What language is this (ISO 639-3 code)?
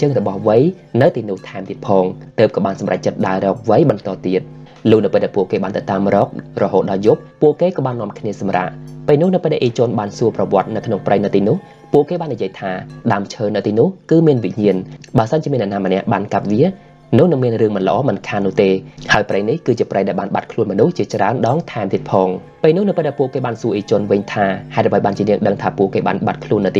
khm